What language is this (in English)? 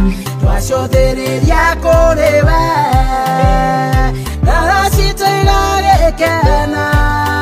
Kikuyu